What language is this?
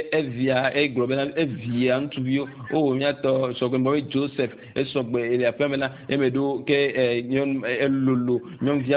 Ewe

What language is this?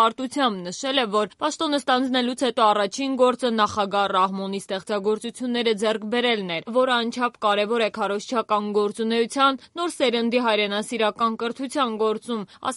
Armenian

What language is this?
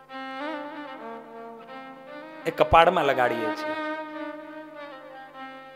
Gujarati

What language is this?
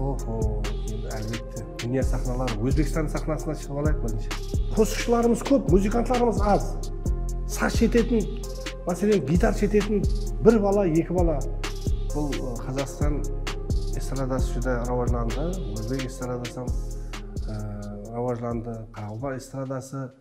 Kara-Kalpak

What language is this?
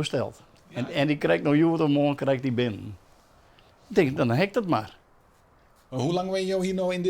Western Frisian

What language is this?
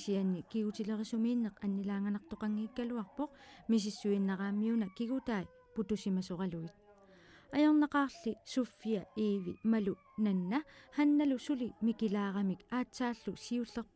Kalaallisut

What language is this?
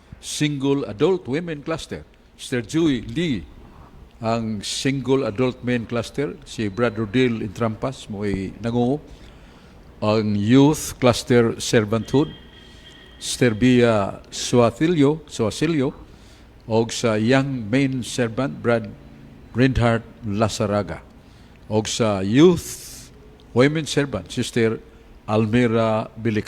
Cebuano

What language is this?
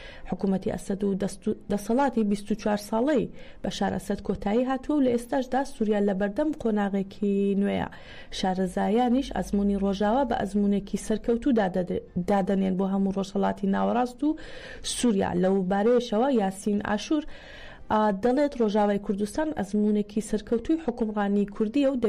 Central Kurdish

